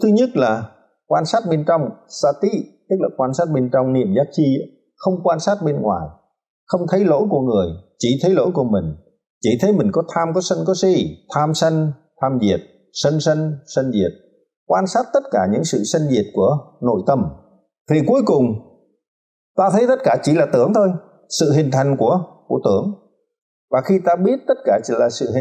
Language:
Vietnamese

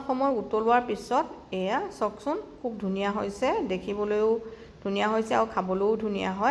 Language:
Assamese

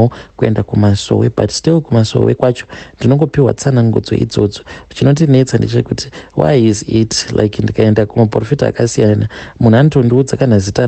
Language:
Shona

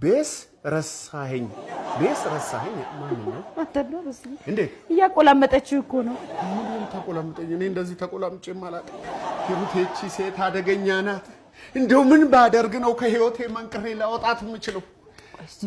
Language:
Amharic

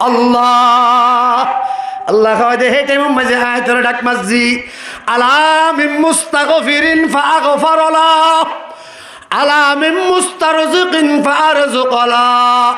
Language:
Rohingya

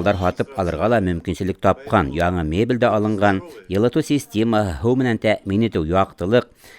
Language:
Bashkir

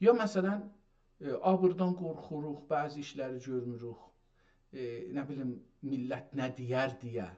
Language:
South Azerbaijani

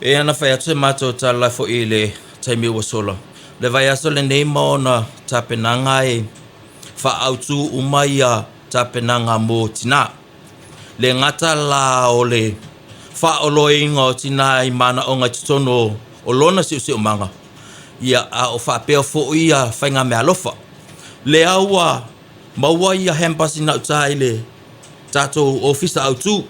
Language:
Samoan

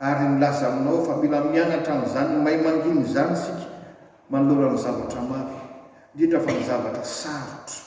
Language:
Malagasy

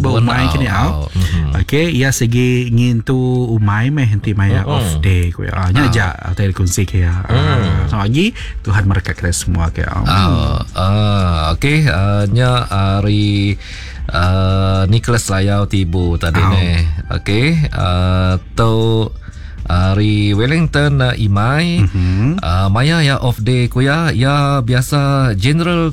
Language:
Iban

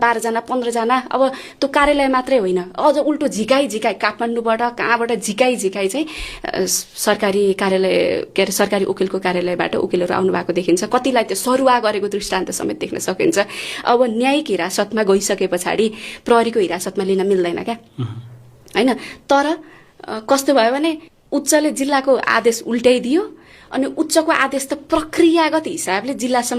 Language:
Nepali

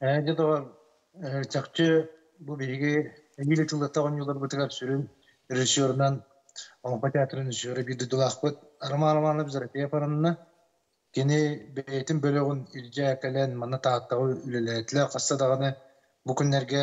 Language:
Yakut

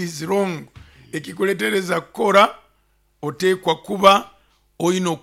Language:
Nyoro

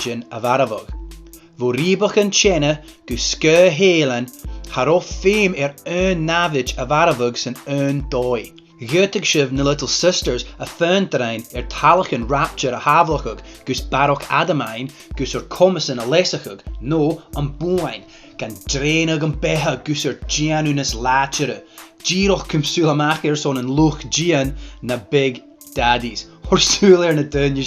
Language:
Scottish Gaelic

